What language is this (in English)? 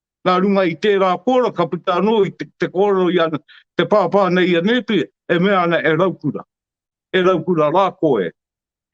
Māori